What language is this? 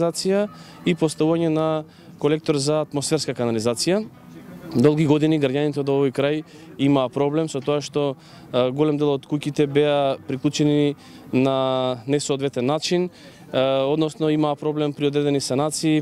Macedonian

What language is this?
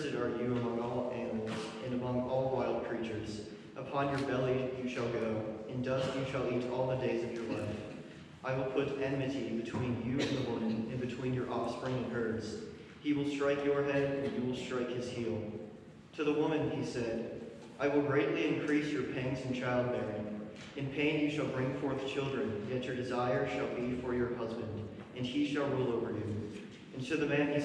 English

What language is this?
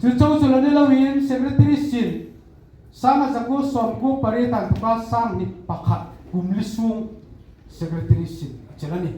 Hmar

